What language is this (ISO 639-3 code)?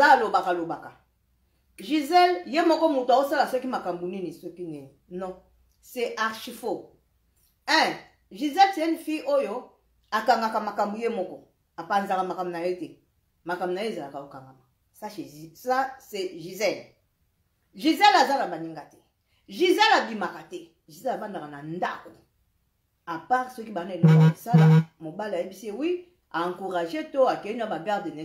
lin